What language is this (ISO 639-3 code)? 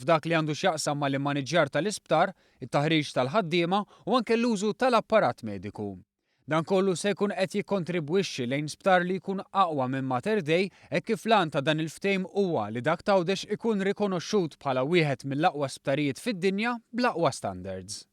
mlt